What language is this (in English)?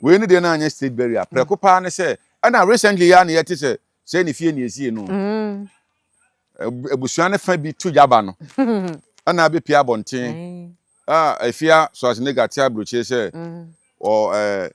Akan